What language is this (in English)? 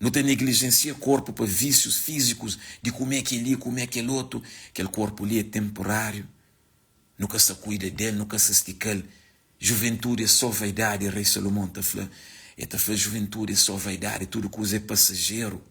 Kabuverdianu